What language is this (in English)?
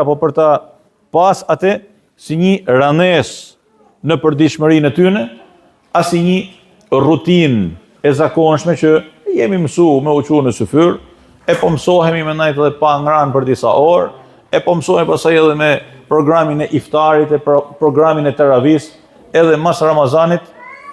Albanian